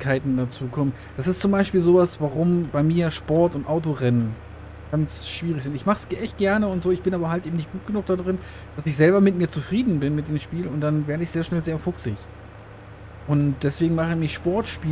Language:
German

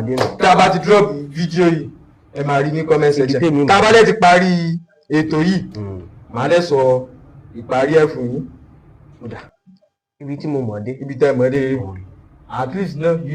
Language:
Yoruba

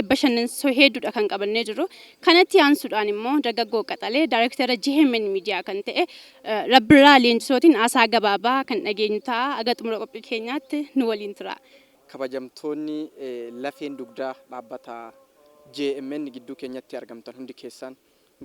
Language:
Oromo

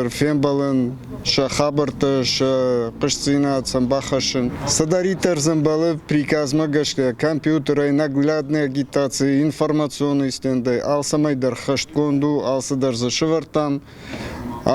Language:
Ossetic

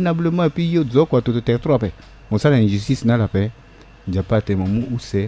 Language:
Sango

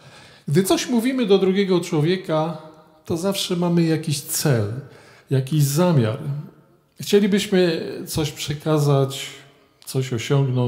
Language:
Polish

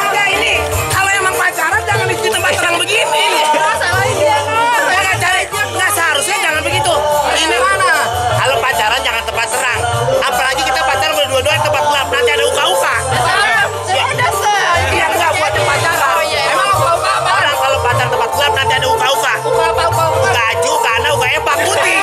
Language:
Betawi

